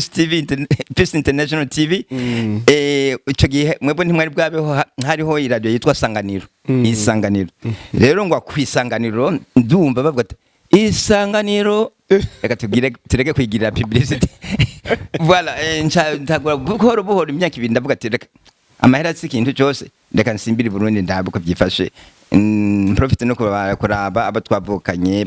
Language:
Rundi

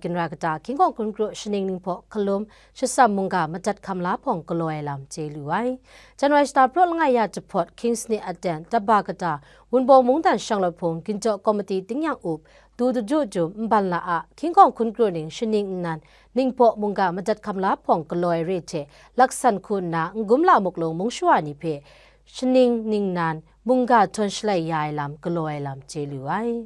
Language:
Kachin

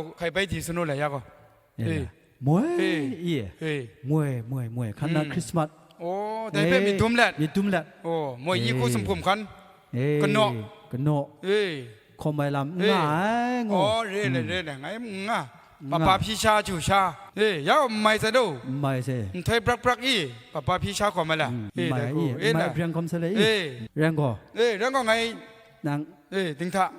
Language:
Kachin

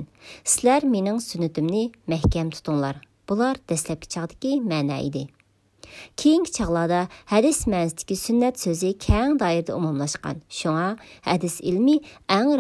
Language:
Uyghur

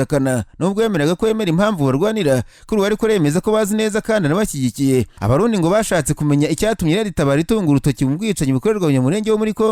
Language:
Kinyarwanda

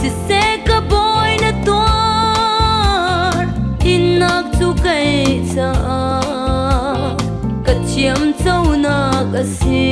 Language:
Falam Chin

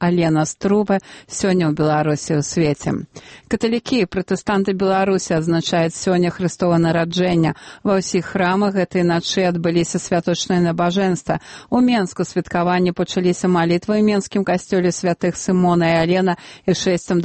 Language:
Belarusian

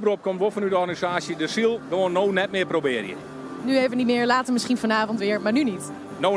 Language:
Western Frisian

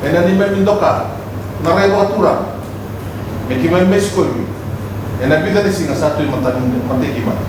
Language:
Fijian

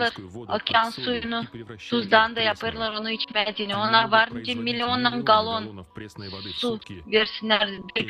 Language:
Gagauz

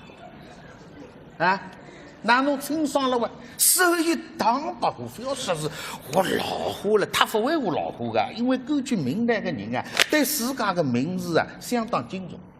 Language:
Wu Chinese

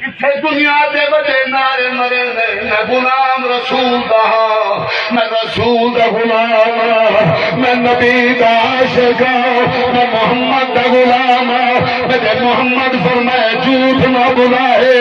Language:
Saraiki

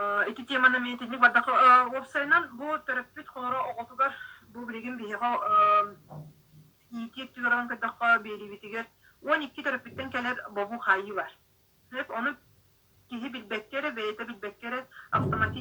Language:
Yakut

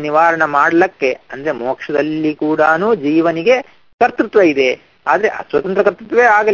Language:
Kannada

